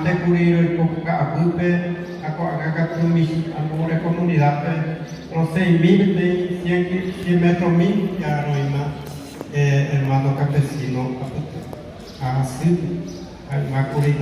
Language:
Guarani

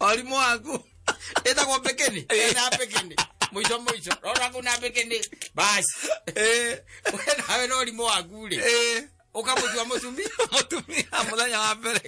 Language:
Kikuyu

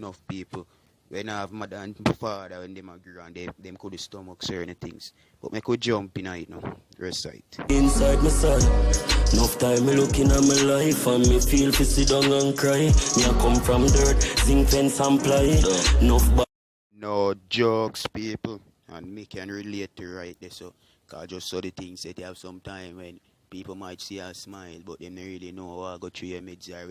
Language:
Jamaican Creole English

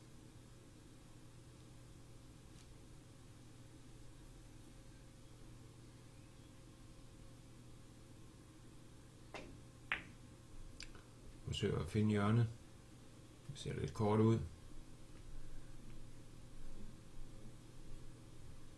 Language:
Danish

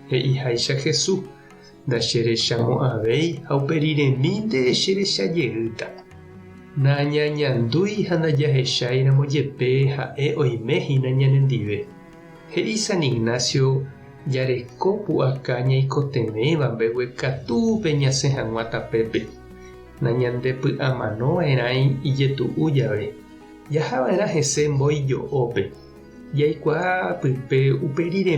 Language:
Guarani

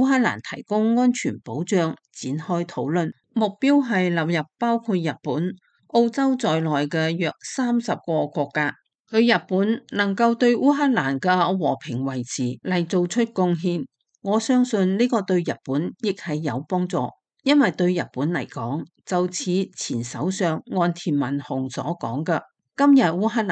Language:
Cantonese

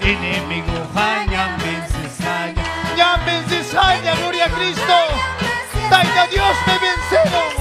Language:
Ayacucho Quechua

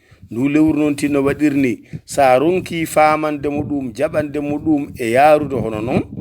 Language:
Fula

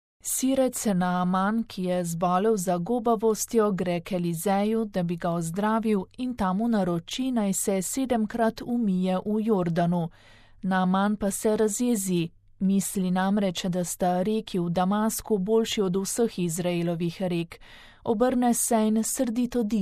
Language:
Slovenian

